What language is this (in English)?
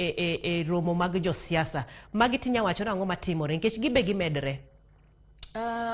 Luo (Kenya and Tanzania)